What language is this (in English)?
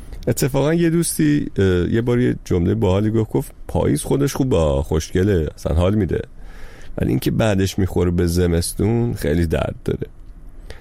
Persian